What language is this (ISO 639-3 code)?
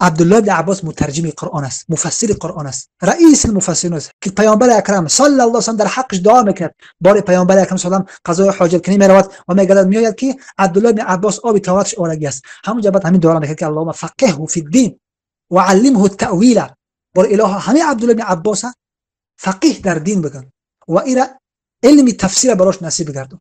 tgk